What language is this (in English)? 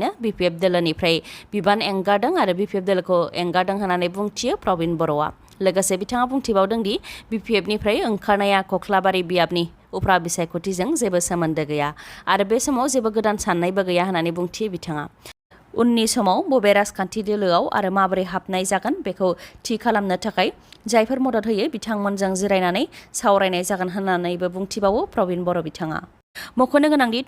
Bodo